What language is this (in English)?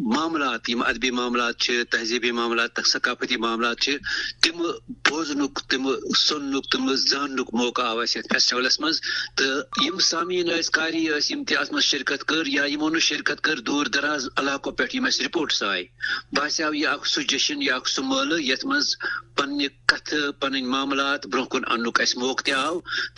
Kashmiri